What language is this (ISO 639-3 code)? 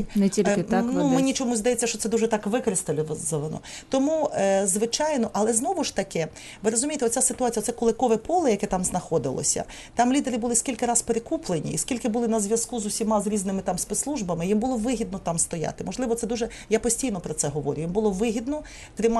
ukr